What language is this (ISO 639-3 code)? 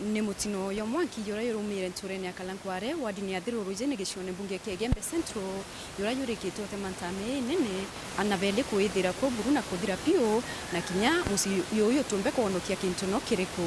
mer